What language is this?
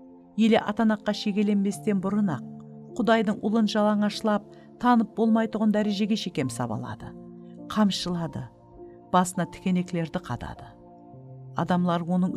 Kara-Kalpak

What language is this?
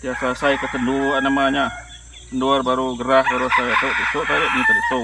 Iban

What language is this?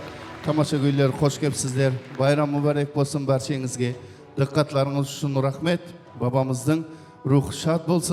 Kara-Kalpak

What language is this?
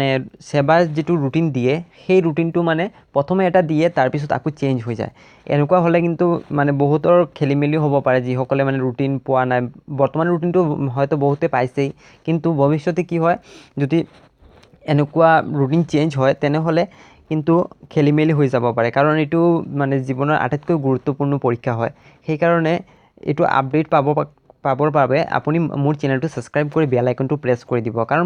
Assamese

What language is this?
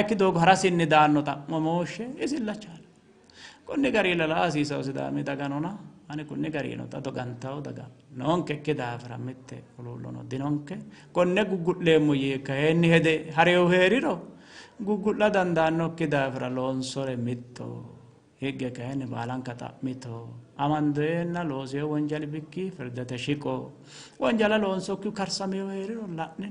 Sidamo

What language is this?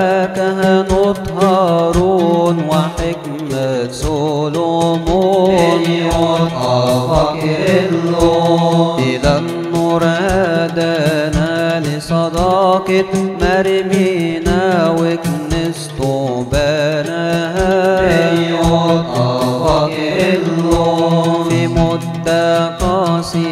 Arabic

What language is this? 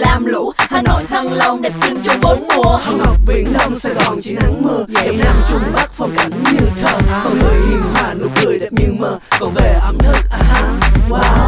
Vietnamese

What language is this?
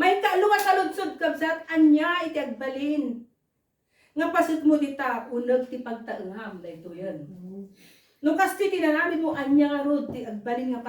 Iloko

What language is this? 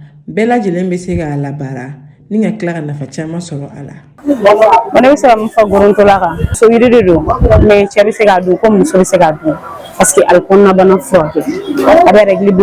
Bambara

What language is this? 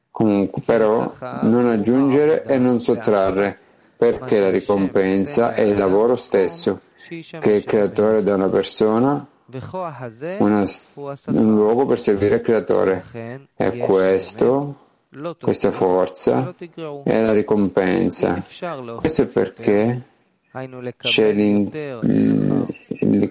Italian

